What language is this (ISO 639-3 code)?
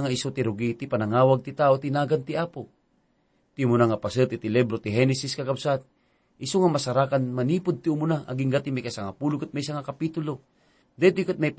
ilo